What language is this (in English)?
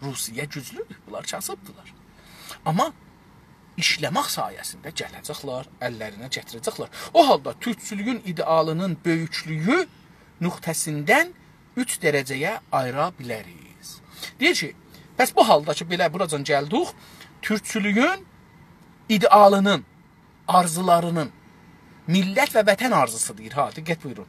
South Azerbaijani